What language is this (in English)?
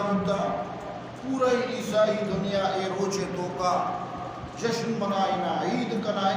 Eastern Balochi